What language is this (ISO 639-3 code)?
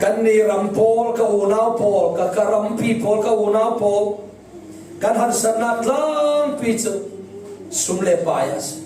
cfm